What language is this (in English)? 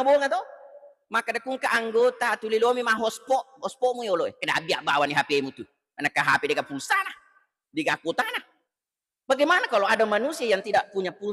Buginese